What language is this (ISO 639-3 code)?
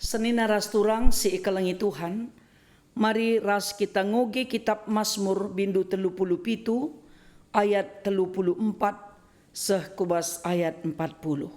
btx